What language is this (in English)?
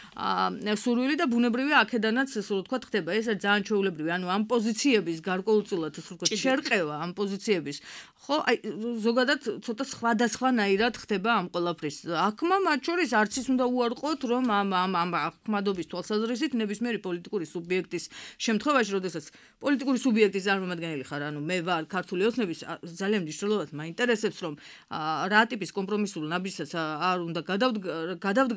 Georgian